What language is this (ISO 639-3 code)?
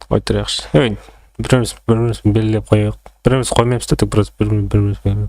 kaa